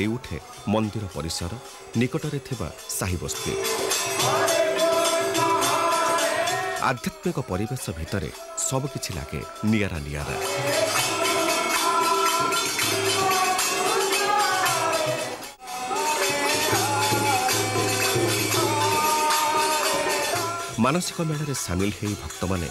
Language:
Odia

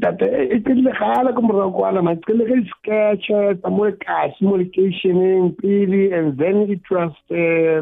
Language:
South Ndebele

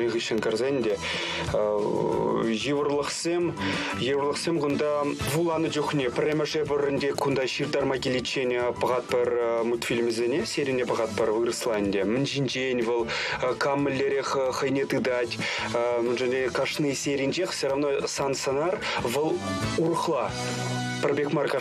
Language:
Chuvash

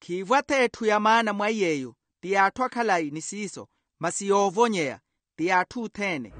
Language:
Makhuwa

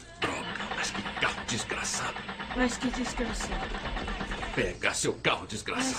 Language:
Portuguese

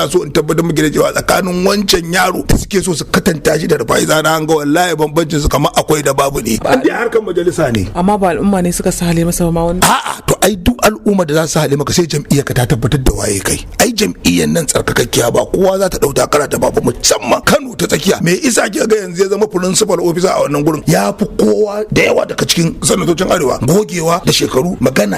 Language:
Hausa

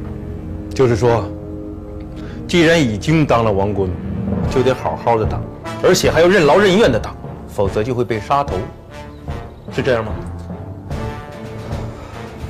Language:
Chinese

